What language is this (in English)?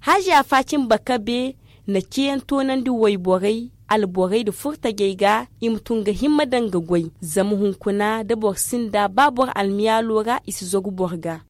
Zarma